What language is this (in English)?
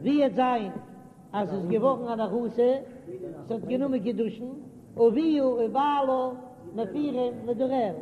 Yiddish